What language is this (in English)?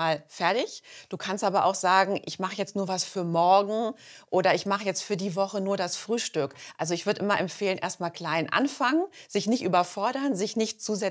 German